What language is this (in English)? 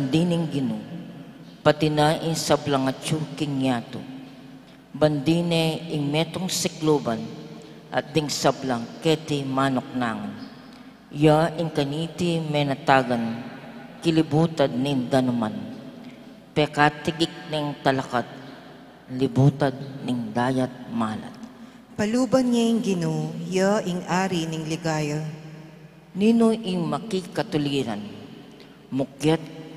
Pampanga